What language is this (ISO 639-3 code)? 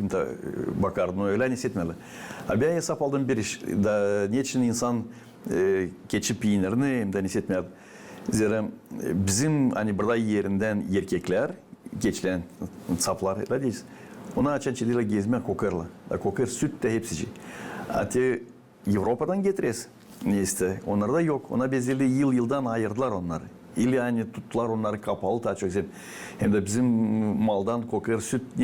gag